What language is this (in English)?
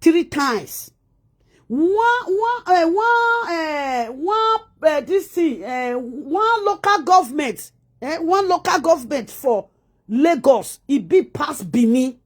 Nigerian Pidgin